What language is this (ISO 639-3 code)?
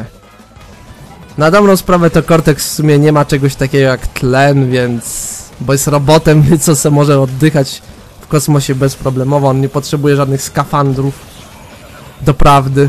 pol